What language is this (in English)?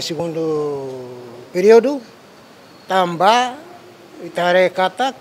Tetum